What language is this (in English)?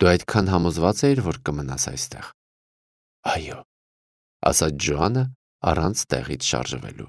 Armenian